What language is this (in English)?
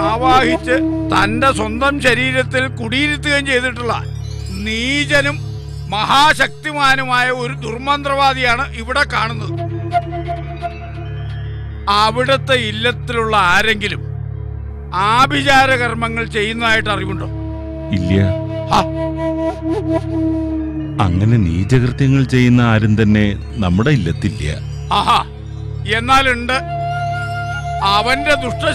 Malayalam